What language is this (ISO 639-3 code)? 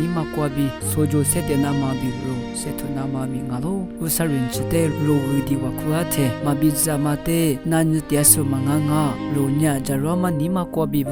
lis